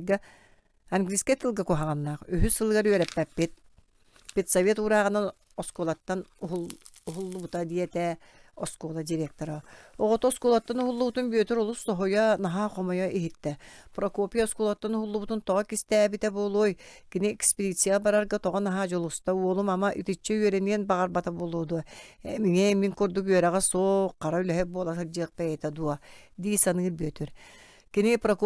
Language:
Yakut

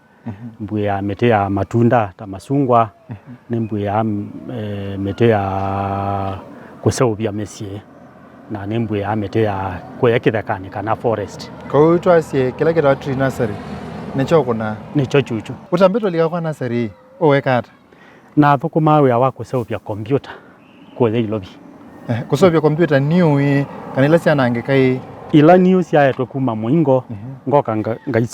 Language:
Kamba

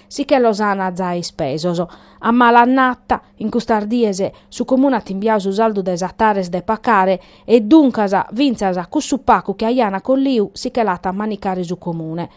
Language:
Sardinian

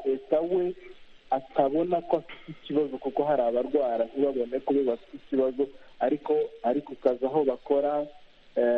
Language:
Kinyarwanda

